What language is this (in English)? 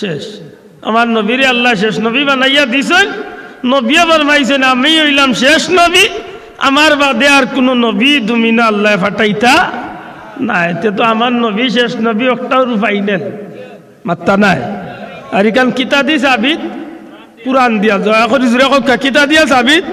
Sylheti